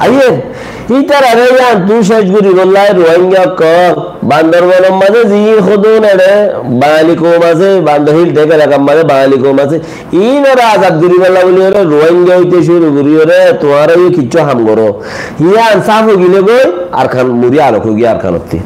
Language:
Rohingya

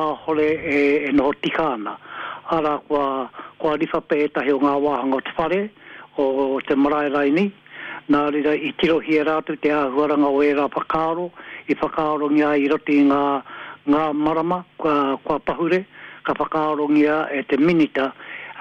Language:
Māori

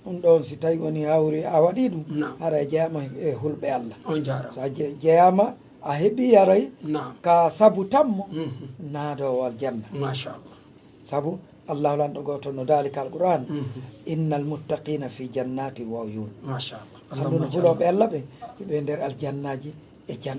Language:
Pular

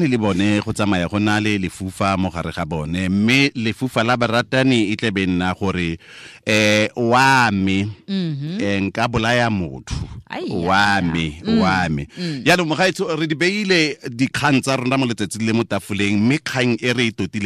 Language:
Tswana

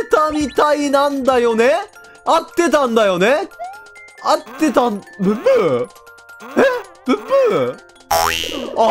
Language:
Japanese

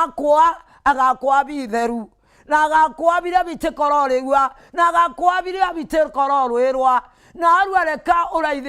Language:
Meru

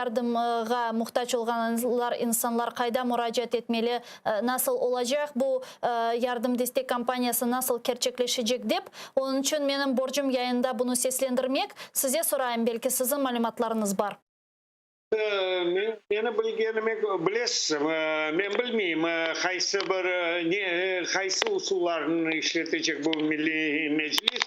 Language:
Crimean Tatar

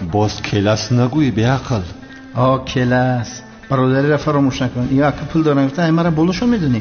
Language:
Tajik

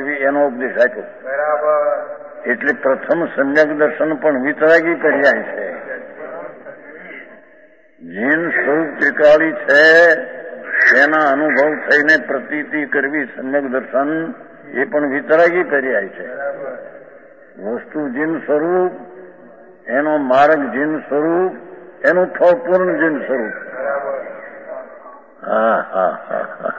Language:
Gujarati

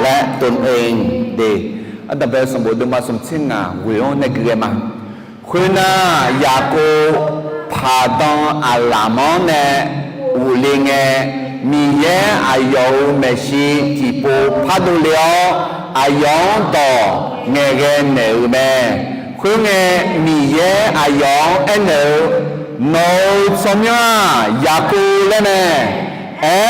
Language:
Akha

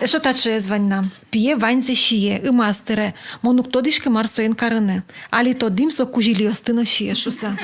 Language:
Udmurt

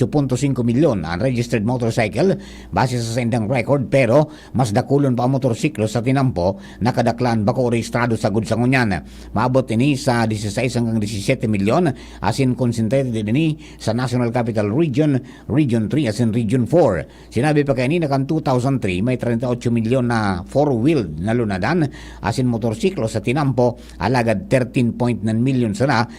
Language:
Bikol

